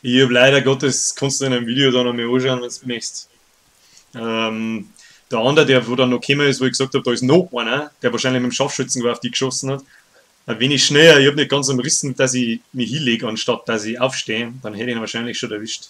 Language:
Bavarian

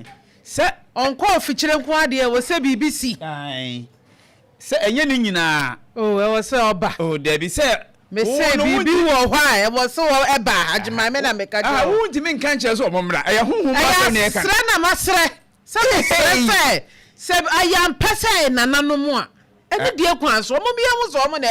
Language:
Akan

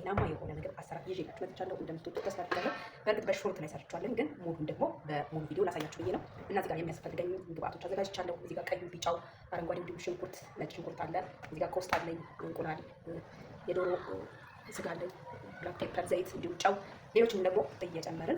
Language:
Amharic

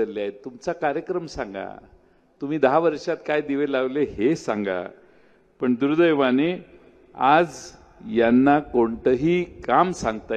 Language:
Marathi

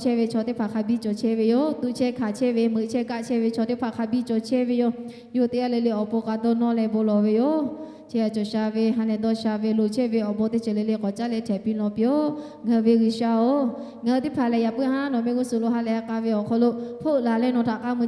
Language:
Lahu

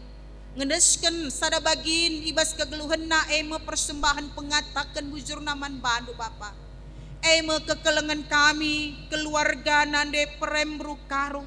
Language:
Batak Karo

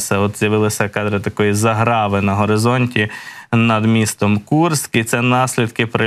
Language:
Ukrainian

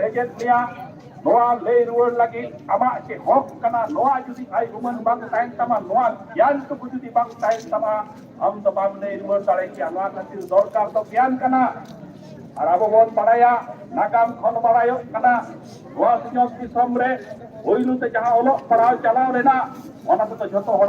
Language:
Santali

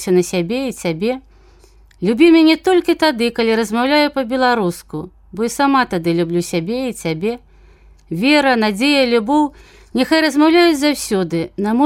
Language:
Belarusian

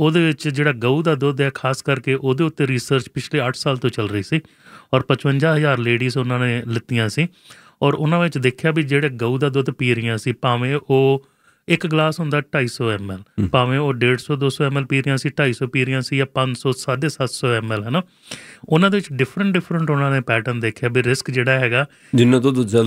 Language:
Punjabi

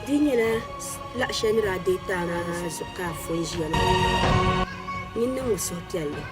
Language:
Dagbani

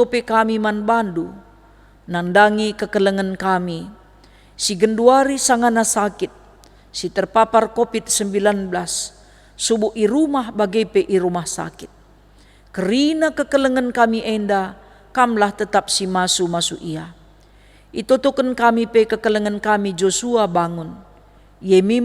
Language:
Batak Karo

